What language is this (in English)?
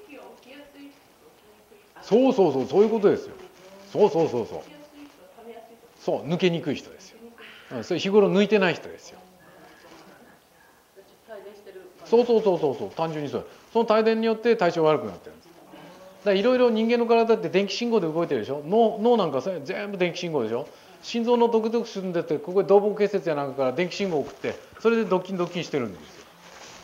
Japanese